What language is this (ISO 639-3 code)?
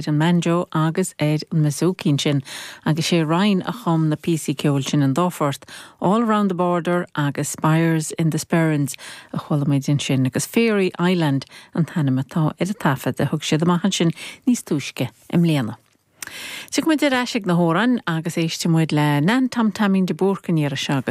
gle